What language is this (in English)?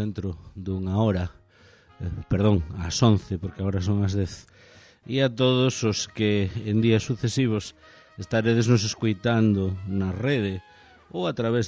Galician